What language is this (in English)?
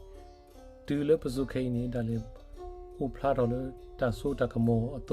S'gaw Karen